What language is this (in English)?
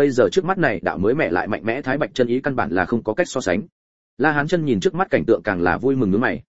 Vietnamese